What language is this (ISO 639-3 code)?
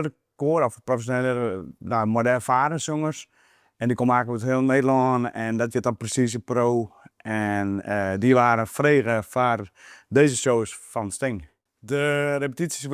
fry